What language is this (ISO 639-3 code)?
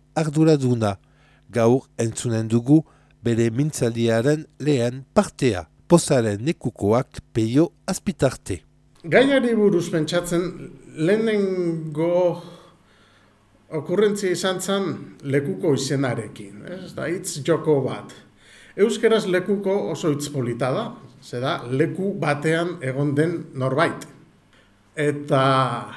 eus